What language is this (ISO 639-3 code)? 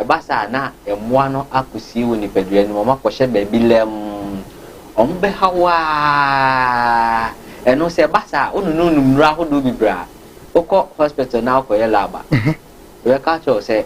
aka